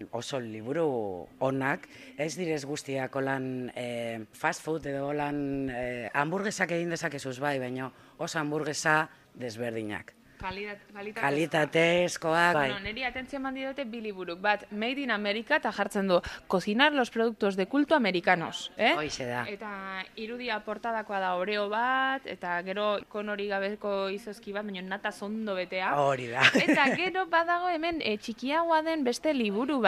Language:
Basque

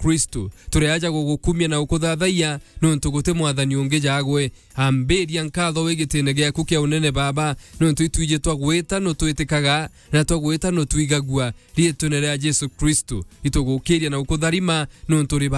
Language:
Meru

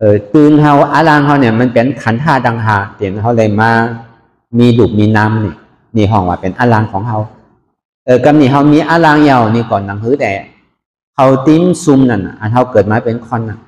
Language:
Shan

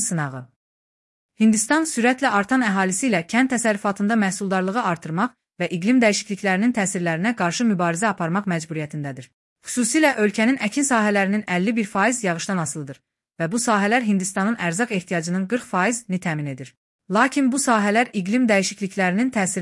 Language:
Azerbaijani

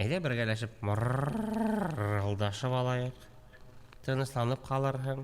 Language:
Bashkir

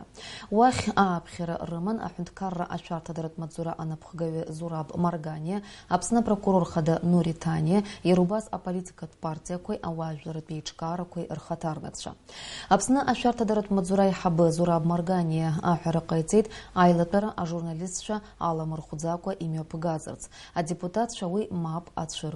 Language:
Abkhazian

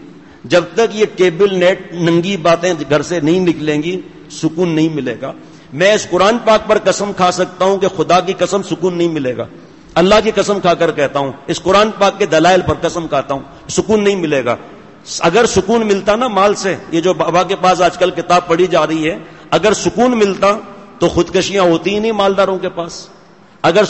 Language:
Urdu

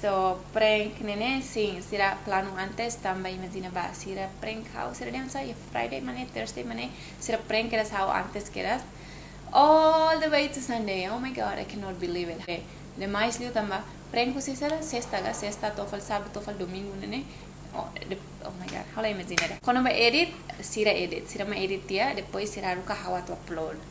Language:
Tetum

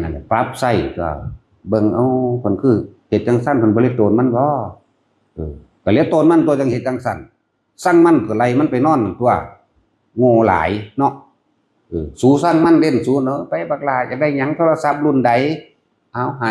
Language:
Northeastern Thai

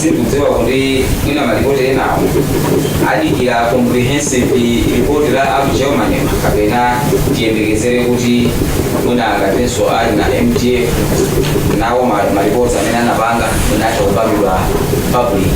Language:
Nyanja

